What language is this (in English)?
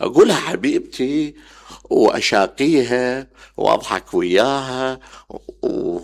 Mesopotamian Arabic